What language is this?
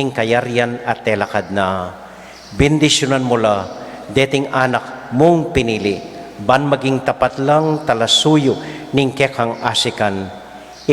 Pampanga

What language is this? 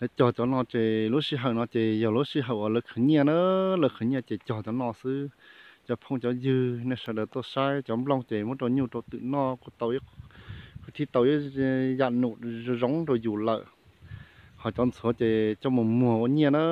Hmong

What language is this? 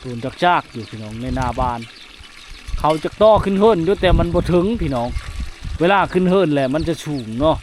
Lao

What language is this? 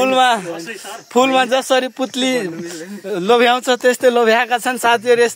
Nepali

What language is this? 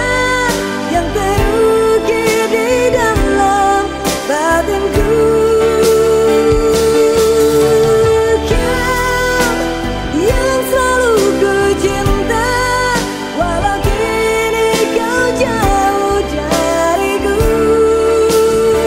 Indonesian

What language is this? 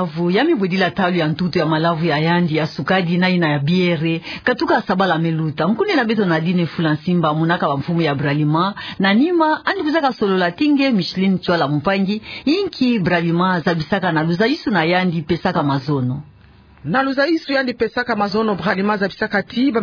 Kituba (Democratic Republic of Congo)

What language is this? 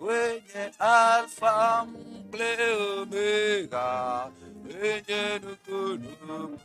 Ewe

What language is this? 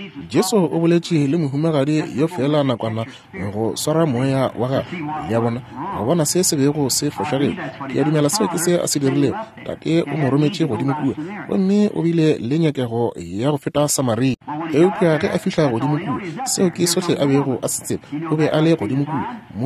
Northern Sotho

